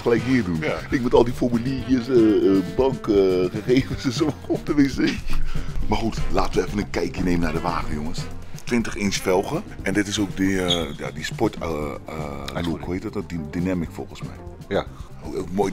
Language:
Dutch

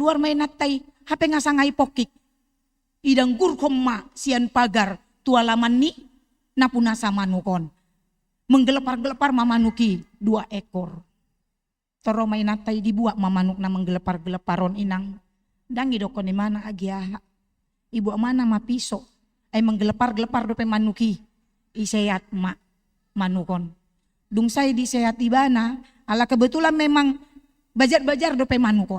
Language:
Batak Toba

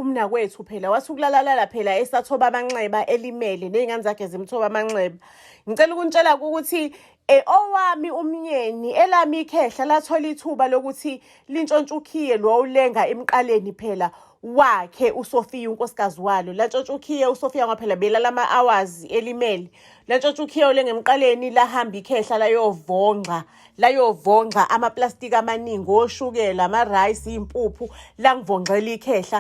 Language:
Zulu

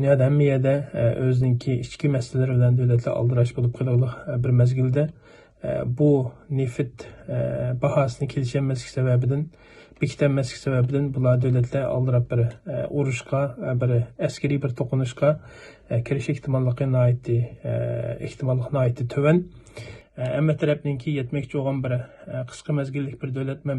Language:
Uyghur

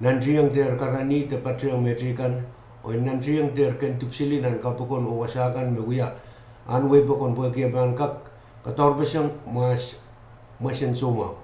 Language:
Pohnpeian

